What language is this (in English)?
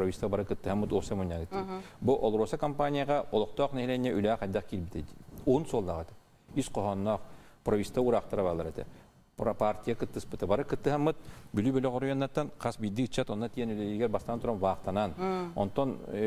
Yakut